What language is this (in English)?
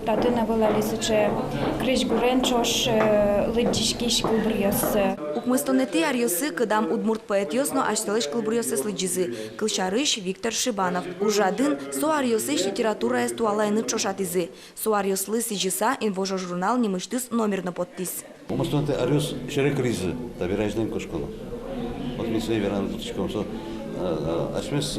Udmurt